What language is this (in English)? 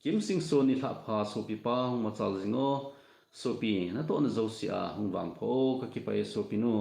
Thado Chin